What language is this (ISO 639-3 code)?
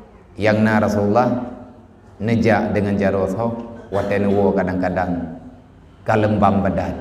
ace